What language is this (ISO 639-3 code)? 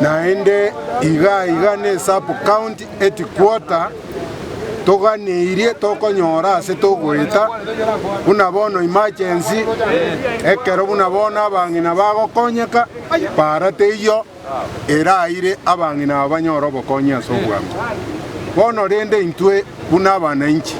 guz